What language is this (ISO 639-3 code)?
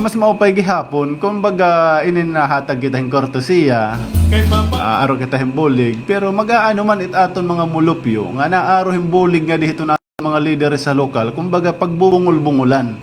war